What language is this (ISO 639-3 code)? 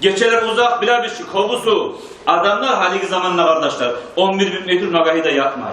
kum